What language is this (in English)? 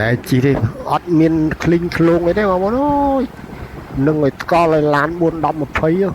Khmer